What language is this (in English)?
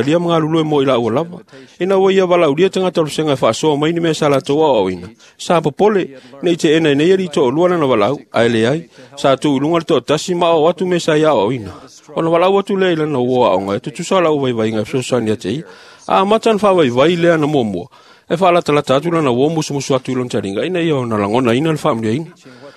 Samoan